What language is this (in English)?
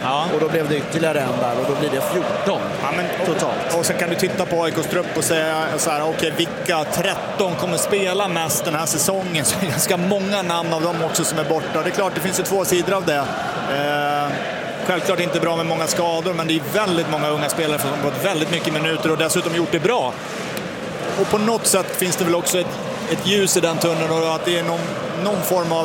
Swedish